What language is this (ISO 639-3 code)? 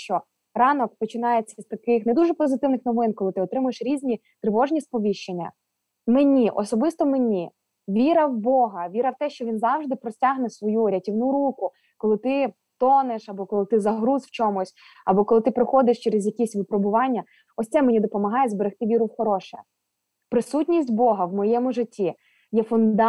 ukr